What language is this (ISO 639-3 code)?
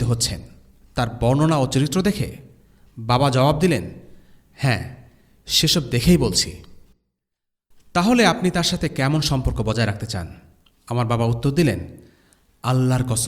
ben